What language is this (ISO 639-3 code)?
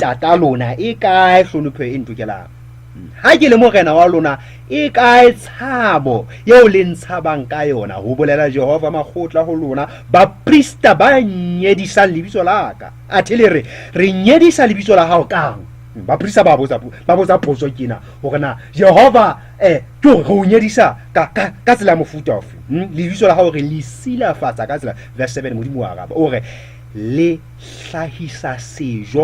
sot